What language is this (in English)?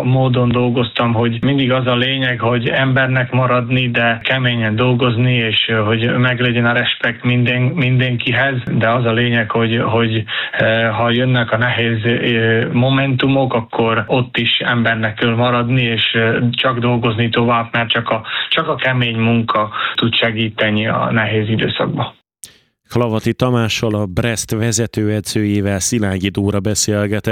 Hungarian